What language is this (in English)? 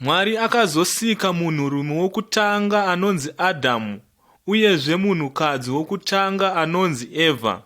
Shona